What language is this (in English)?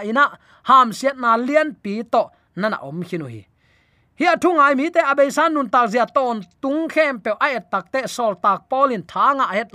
Tedim Chin